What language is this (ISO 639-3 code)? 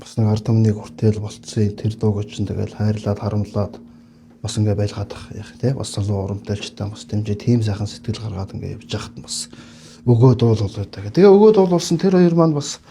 mon